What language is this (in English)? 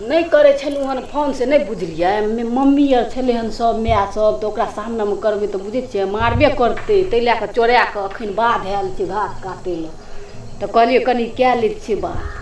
Maithili